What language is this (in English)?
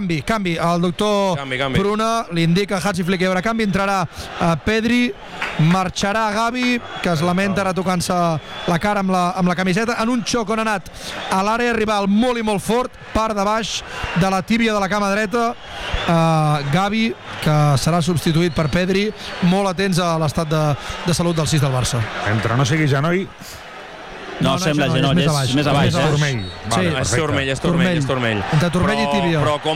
Catalan